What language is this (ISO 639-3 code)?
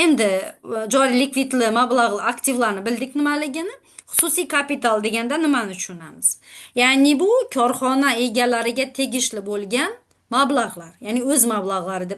uzb